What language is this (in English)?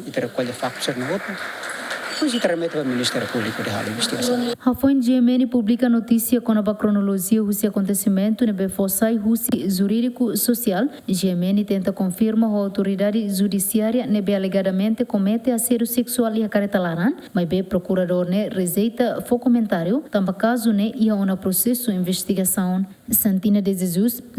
Tetum